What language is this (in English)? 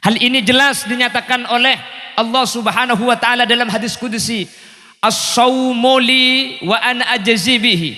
Madurese